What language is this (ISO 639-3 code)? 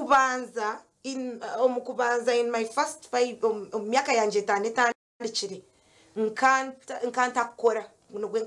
nyn